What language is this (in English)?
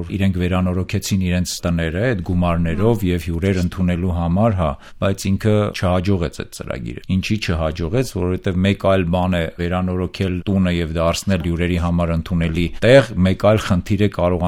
Armenian